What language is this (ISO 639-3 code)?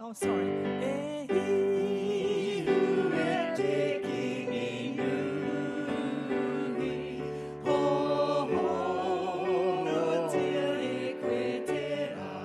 mri